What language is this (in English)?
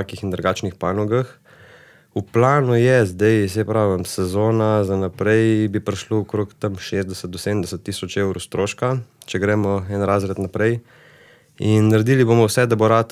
Slovenian